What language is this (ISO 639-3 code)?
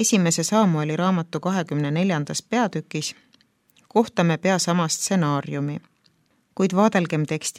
est